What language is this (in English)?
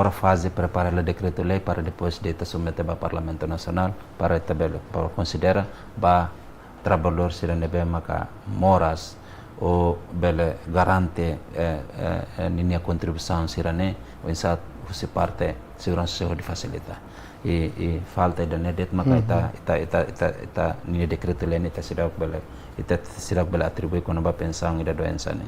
Tetum